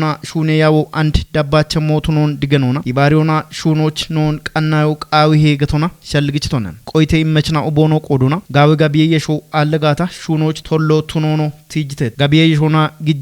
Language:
Kafa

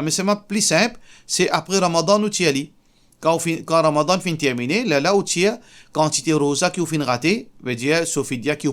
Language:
Morisyen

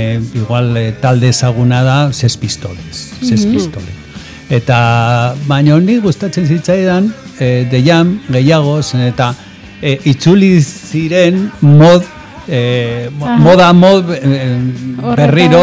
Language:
Basque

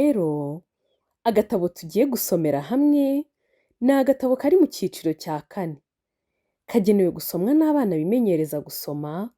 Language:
Kinyarwanda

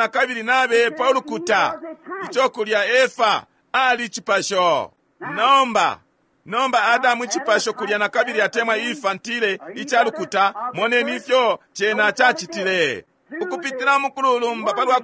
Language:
Bemba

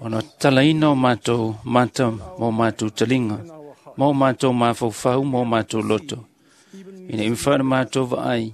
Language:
Samoan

